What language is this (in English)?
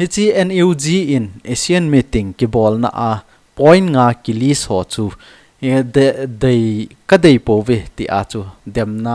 Thado Chin